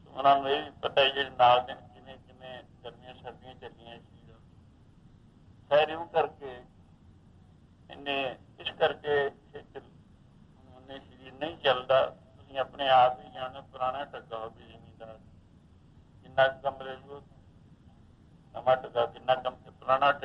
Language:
Punjabi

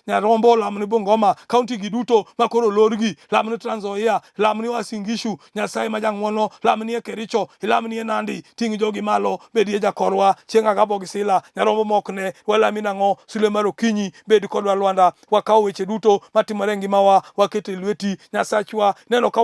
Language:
Luo (Kenya and Tanzania)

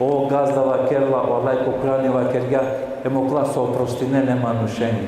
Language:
Balkan Romani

